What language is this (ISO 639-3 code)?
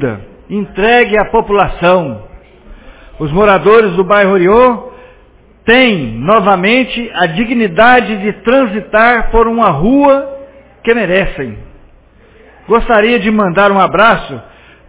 por